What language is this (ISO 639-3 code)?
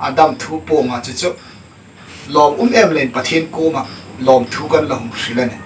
hmr